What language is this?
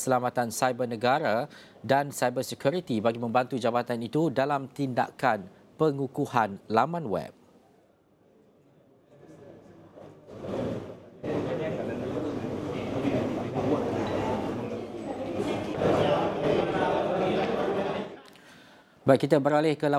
Malay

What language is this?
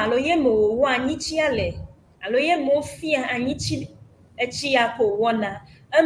Ewe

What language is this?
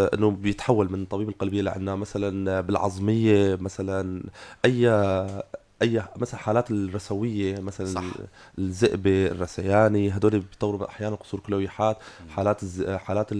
North Levantine Arabic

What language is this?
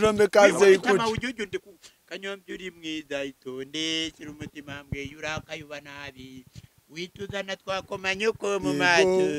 Kinyarwanda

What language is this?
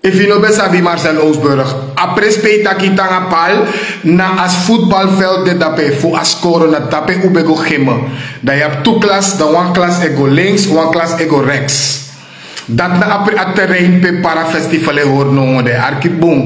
Sranan Tongo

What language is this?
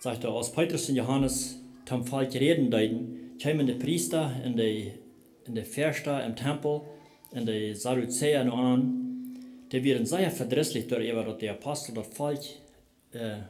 Plautdietsch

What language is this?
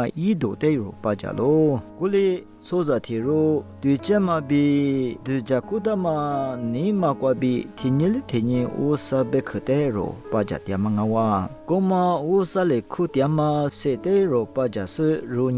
Lisu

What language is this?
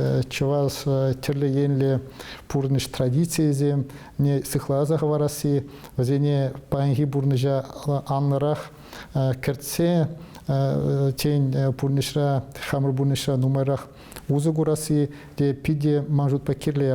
Chuvash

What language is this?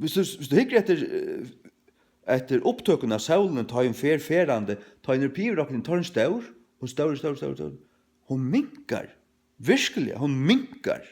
Faroese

